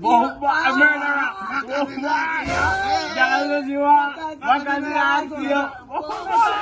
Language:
Jamaican Creole English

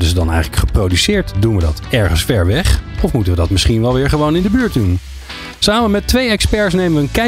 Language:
Dutch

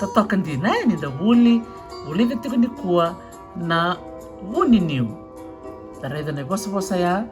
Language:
Fijian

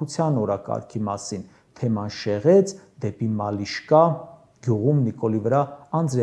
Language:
Armenian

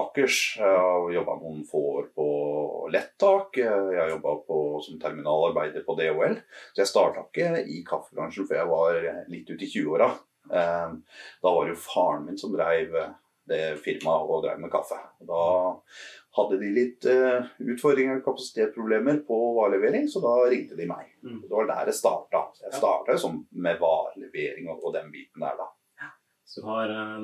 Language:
Norwegian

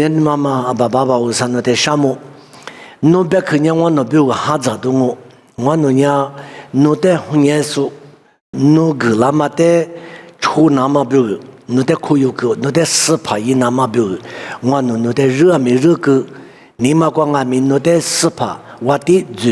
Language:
Lisu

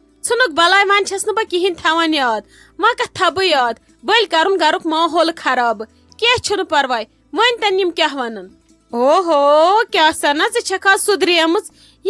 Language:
Kashmiri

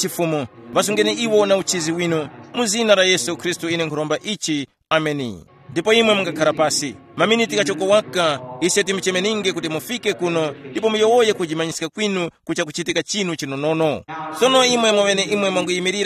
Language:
Tumbuka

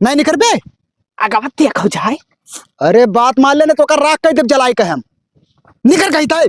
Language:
Awadhi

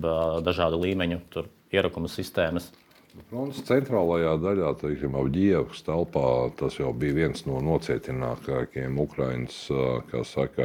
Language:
Latvian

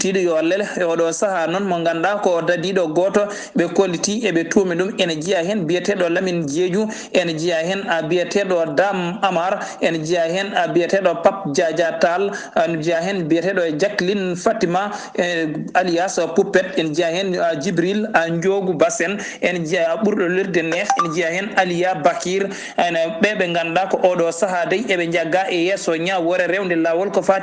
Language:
Fula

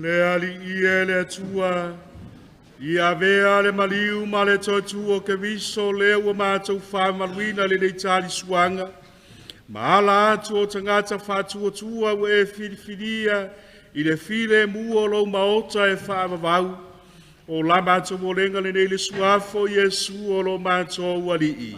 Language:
Samoan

